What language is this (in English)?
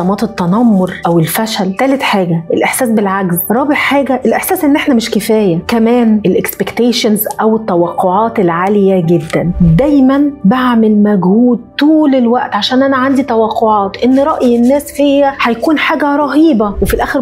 Egyptian Arabic